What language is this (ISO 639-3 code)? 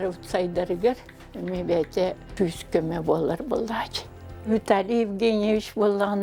sah